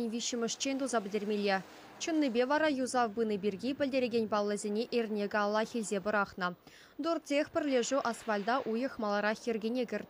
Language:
Chuvash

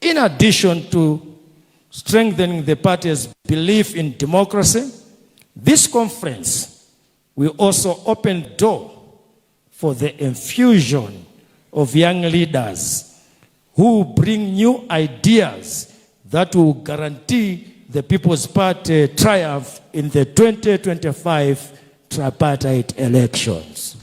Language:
Nyanja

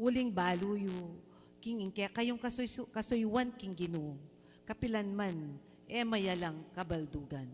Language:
Pampanga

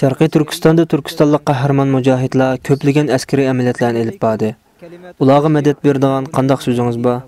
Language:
Uyghur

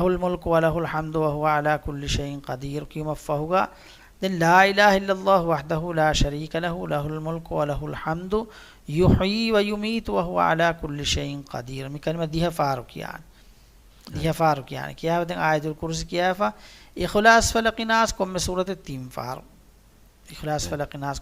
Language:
Divehi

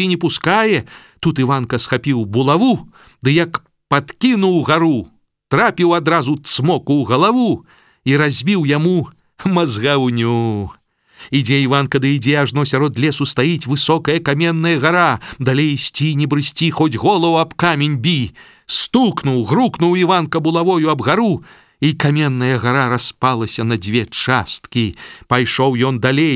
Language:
Belarusian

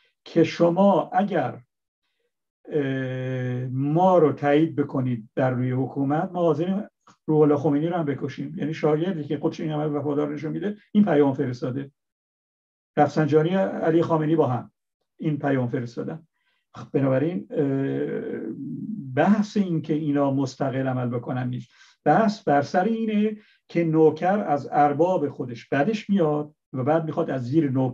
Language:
Persian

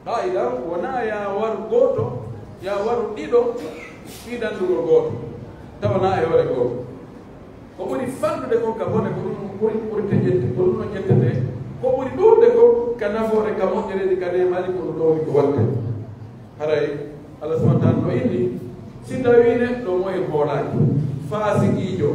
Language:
Pular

